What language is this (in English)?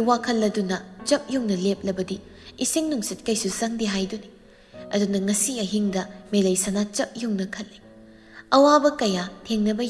Manipuri